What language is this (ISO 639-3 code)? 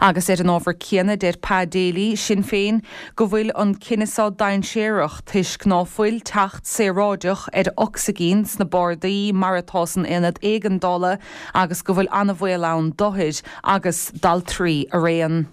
gle